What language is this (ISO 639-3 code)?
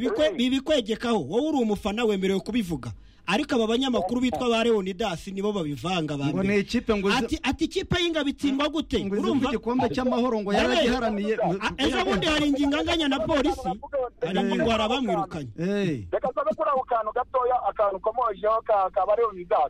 kin